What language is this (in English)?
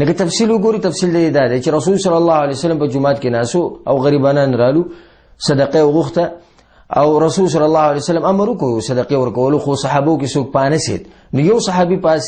Pashto